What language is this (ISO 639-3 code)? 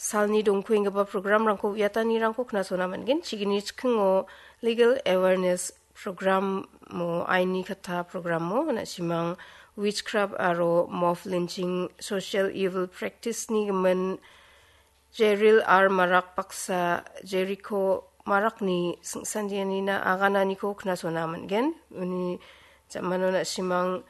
grt